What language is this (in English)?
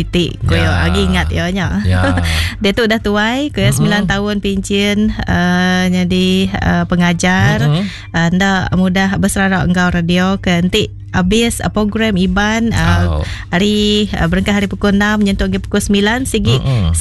Iban